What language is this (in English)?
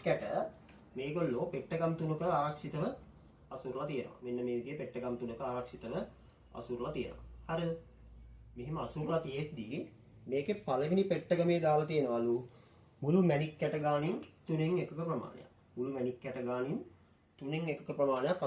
Sinhala